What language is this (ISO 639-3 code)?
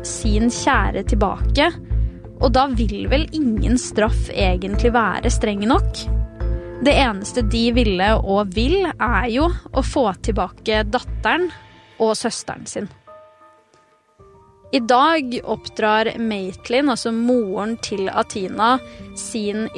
nor